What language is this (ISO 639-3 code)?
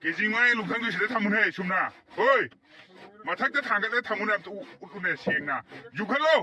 mni